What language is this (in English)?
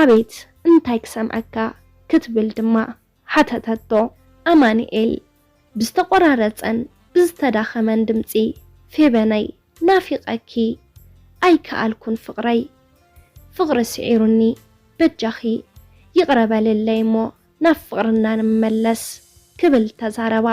Tigrinya